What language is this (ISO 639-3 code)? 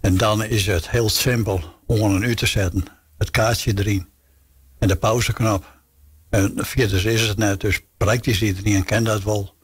fry